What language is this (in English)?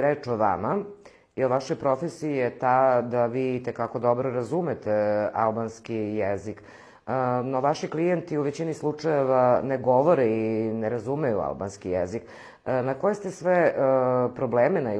Serbian